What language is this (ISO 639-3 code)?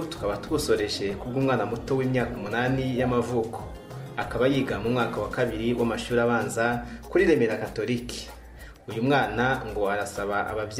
kin